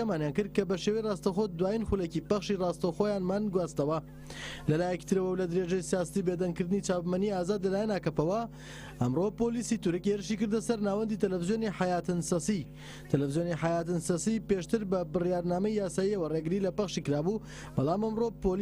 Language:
Central Kurdish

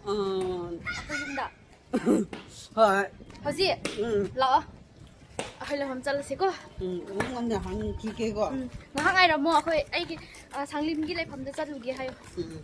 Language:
Manipuri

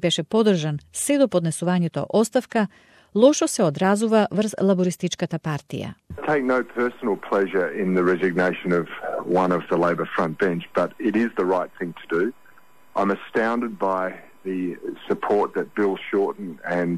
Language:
Macedonian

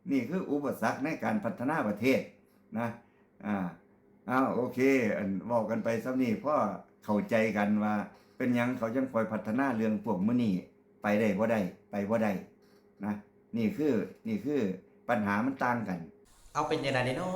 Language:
Lao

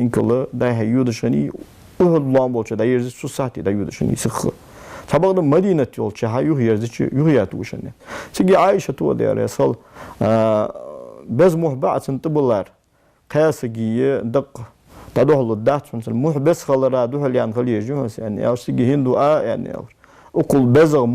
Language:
Ingush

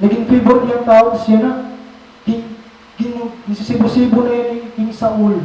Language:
Waray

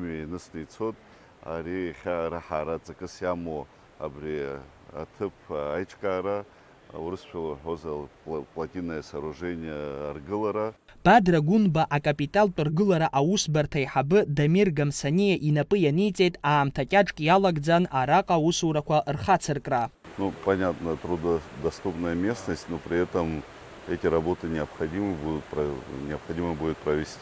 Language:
Abkhazian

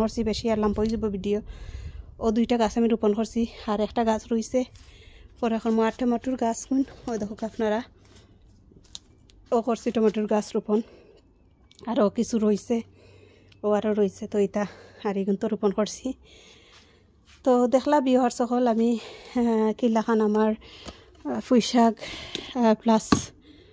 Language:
Bangla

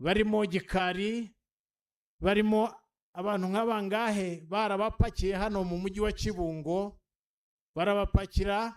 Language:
Kinyarwanda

